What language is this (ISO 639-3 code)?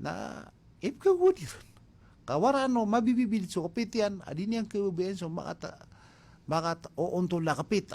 mrw